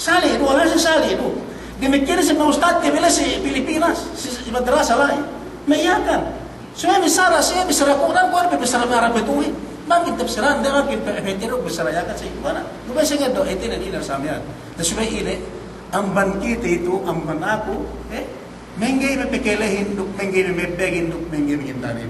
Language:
Yakan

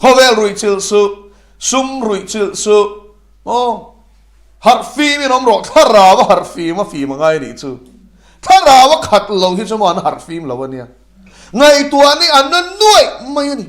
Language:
Mizo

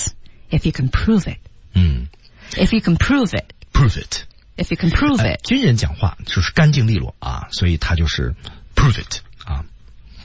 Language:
Chinese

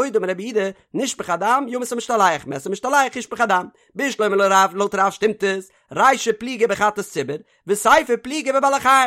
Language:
Yiddish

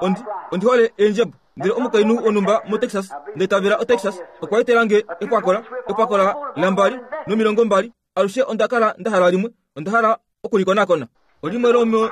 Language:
Kuanyama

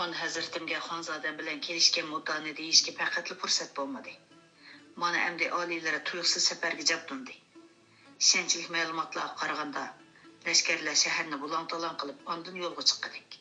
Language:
Uyghur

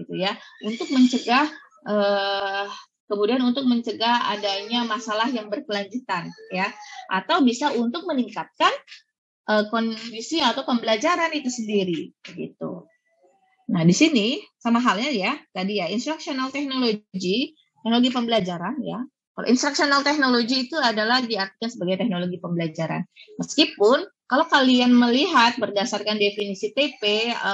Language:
Indonesian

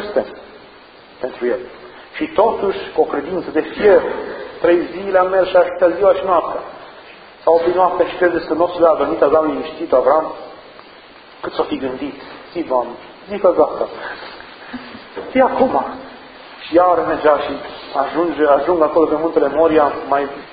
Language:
Romanian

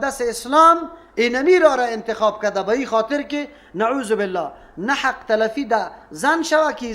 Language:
Persian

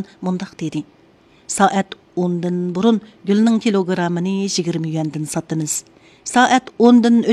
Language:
Uyghur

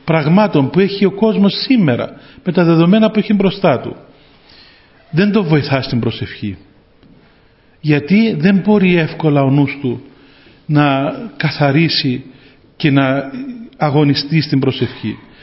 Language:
Greek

